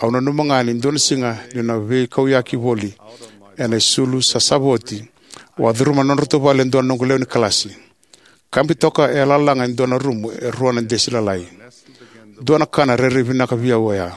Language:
Fijian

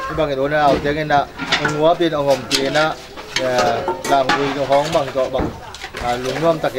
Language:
Tedim Chin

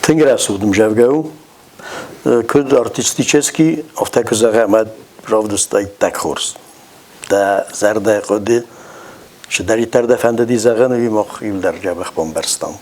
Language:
Ossetic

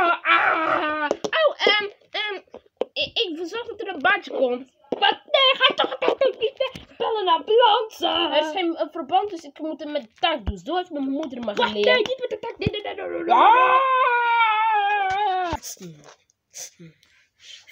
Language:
Dutch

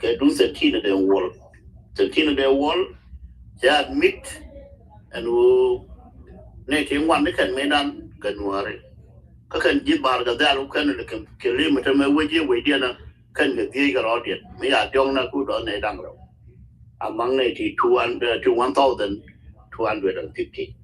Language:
Nuer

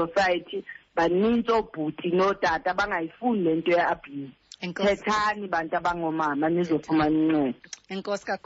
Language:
Xhosa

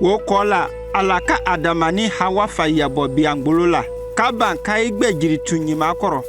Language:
Konyanka Maninka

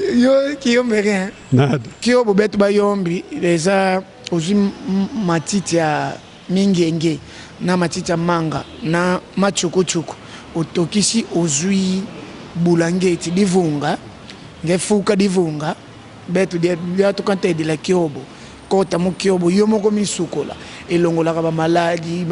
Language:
Lingala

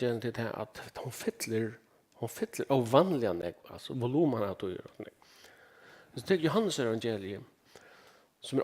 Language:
Faroese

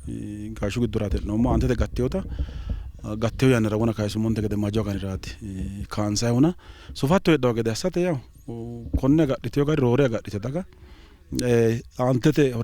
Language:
Sidamo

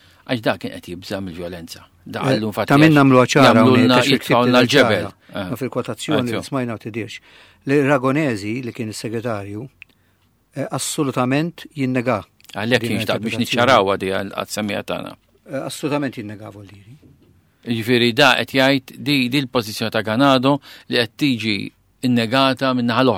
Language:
Maltese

